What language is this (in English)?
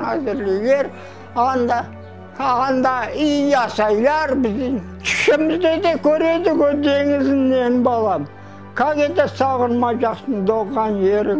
Crimean Tatar